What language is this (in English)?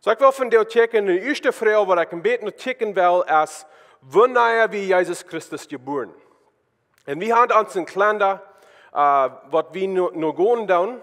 Plautdietsch